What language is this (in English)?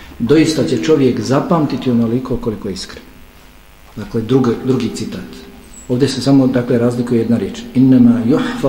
Bosnian